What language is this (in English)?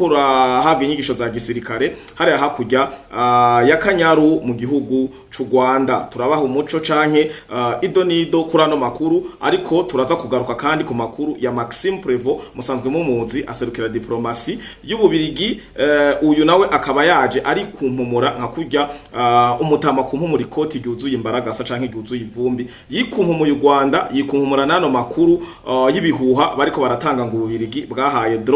Rundi